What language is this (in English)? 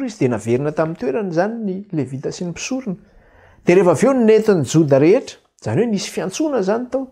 Malagasy